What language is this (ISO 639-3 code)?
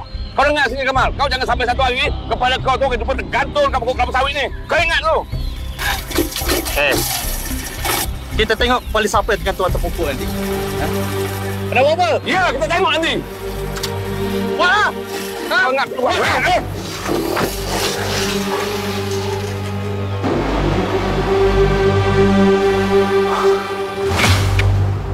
msa